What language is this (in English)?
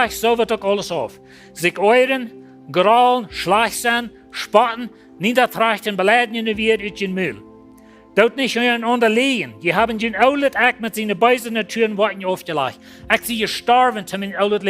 Plautdietsch